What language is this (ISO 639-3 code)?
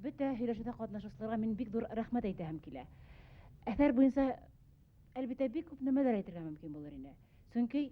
bak